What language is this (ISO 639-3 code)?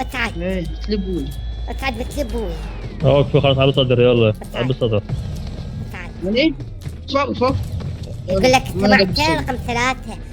acm